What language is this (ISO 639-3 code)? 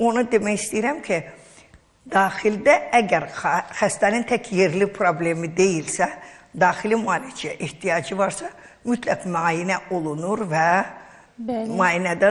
aze